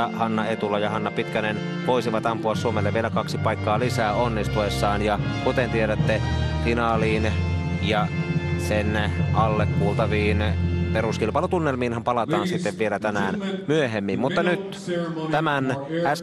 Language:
Finnish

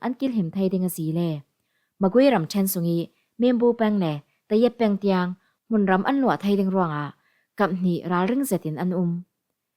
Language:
Falam Chin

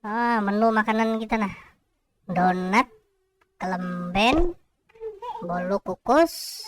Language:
Banjar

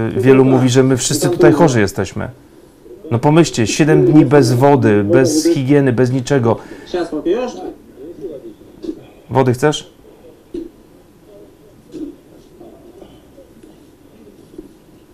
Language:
Polish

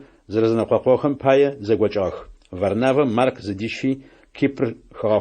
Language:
Adyghe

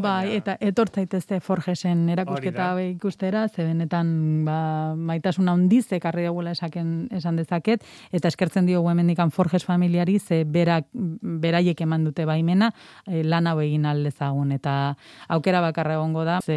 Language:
Basque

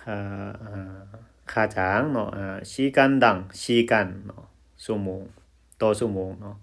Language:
Lao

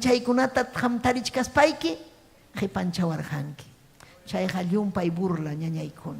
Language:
Ayacucho Quechua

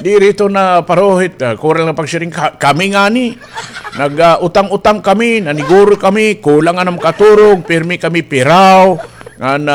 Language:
Waray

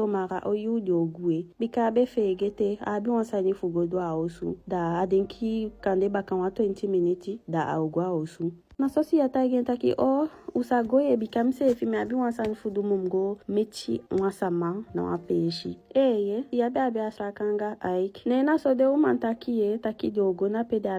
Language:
Eastern Maroon Creole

